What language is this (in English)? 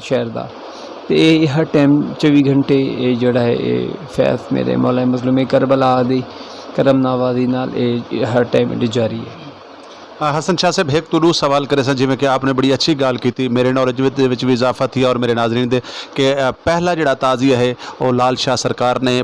Saraiki